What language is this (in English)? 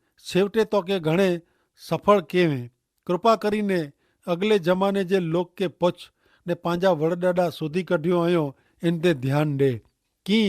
Kachhi